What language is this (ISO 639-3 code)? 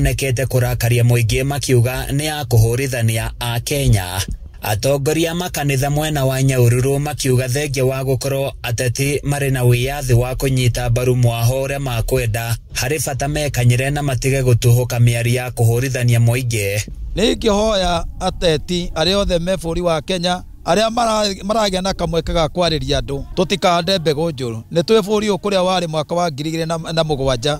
kik